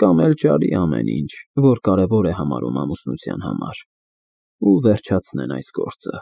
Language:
Armenian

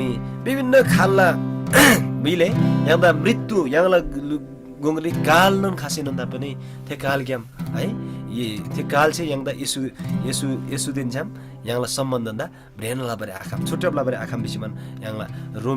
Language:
Eastern Tamang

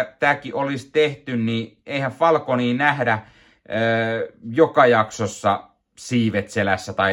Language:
Finnish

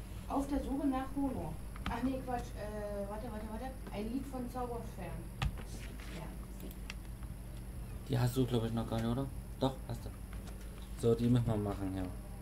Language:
German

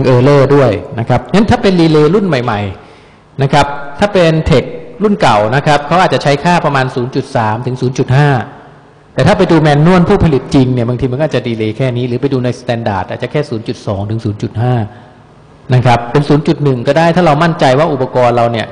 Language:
Thai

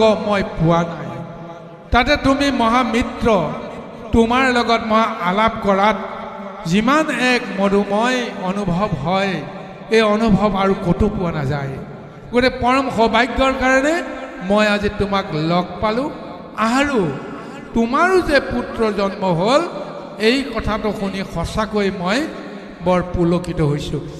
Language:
Assamese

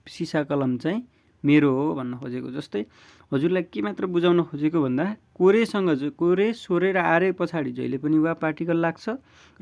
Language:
Nepali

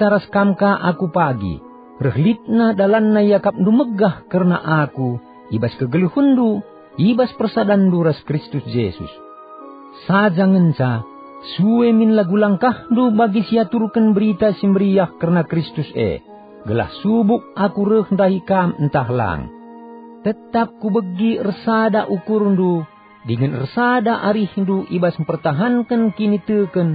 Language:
Batak Karo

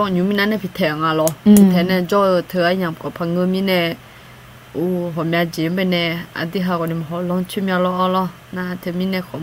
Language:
Akha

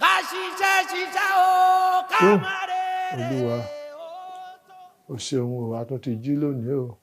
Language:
Yoruba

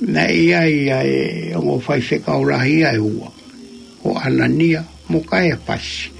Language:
Tongan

